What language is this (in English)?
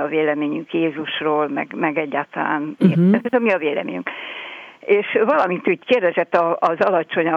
Hungarian